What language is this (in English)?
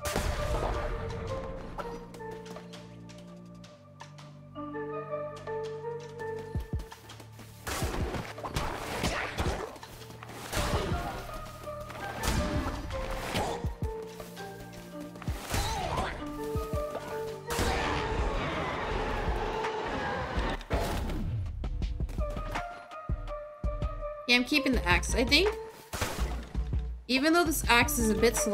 English